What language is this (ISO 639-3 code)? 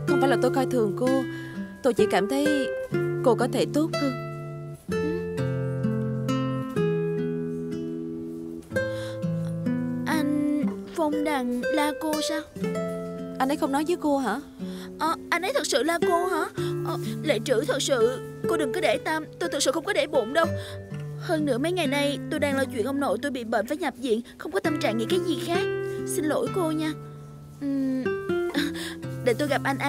vie